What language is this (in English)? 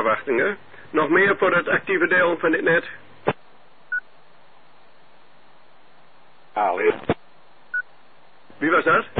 Dutch